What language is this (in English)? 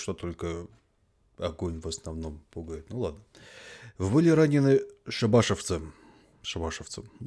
Russian